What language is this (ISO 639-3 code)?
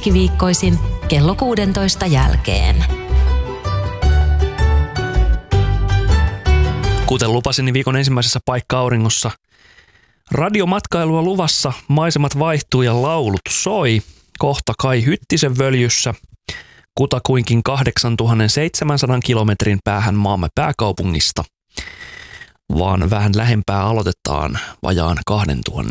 fin